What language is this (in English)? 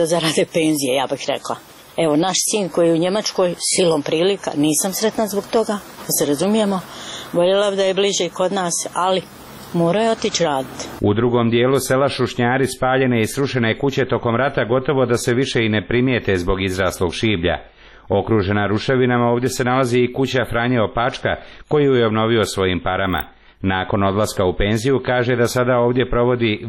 Croatian